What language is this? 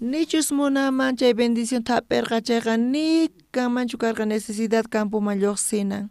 South Bolivian Quechua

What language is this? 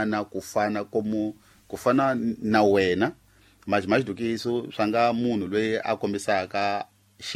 Tsonga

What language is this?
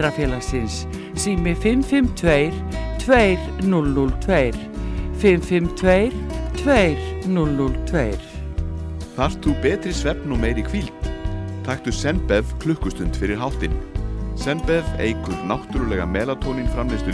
Icelandic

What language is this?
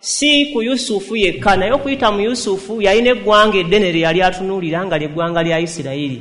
Ganda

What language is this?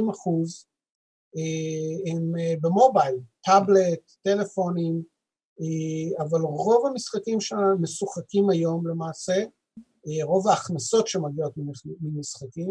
Hebrew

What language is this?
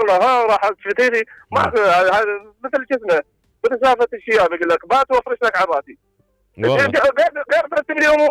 Mesopotamian Arabic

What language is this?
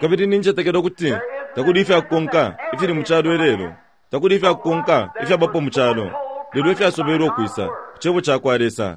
Bemba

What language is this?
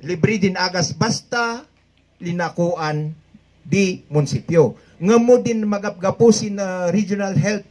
Kankanaey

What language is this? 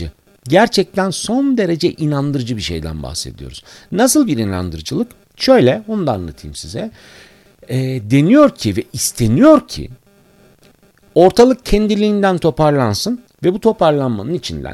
Turkish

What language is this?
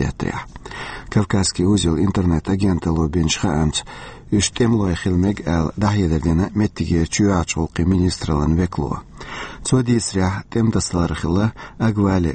Chechen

